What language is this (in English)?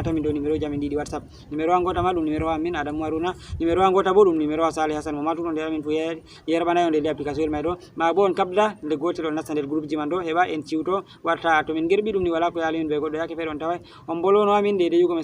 Fula